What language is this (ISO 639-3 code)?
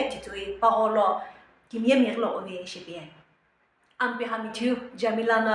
nsm